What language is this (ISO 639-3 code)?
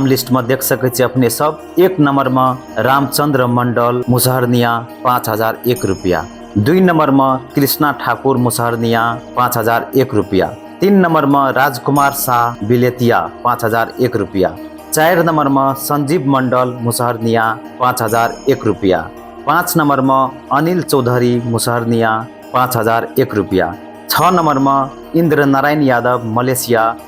mai